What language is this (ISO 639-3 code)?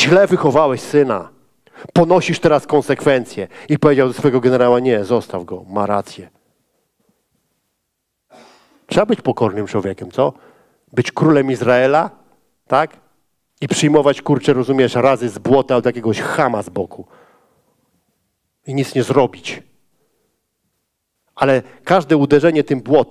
pol